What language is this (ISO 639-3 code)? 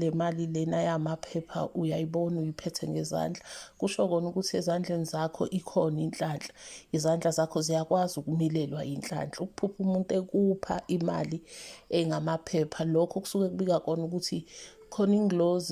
zul